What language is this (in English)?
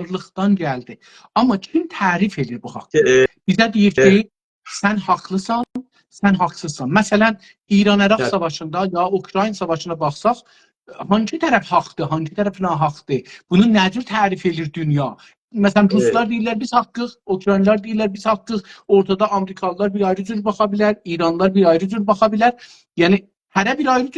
South Azerbaijani